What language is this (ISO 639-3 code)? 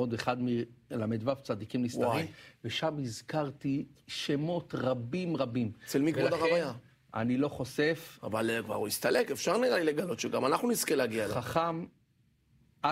heb